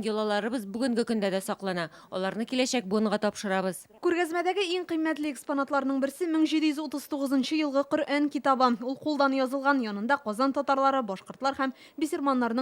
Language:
Tatar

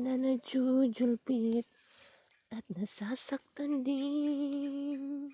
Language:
Iloko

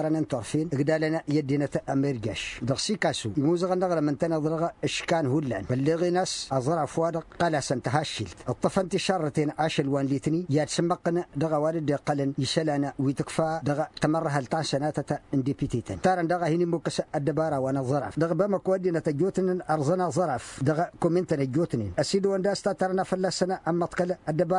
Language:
Tamasheq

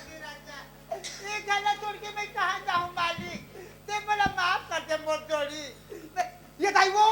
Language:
Chhattisgarhi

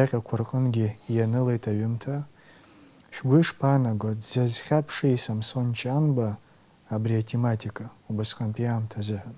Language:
Abkhazian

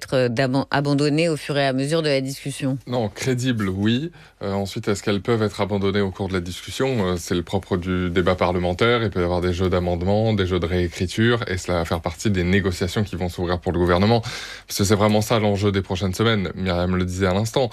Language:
French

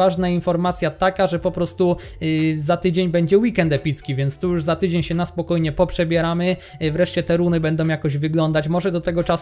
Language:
Polish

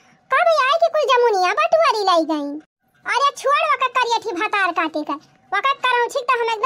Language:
Awadhi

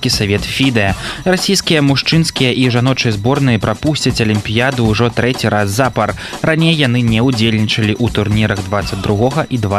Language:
Belarusian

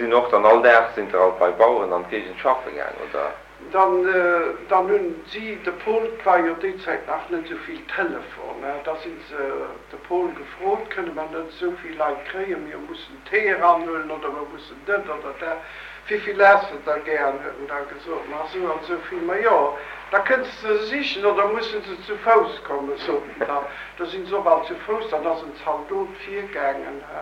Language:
Luxembourgish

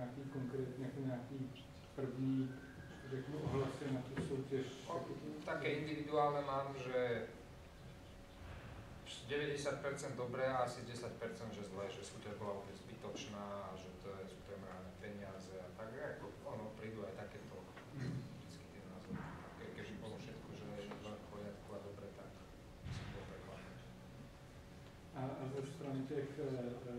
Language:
Slovak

